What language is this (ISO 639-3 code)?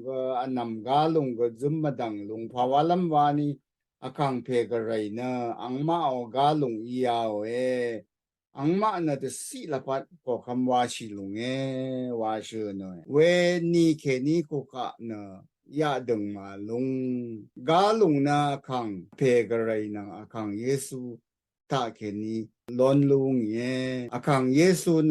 raw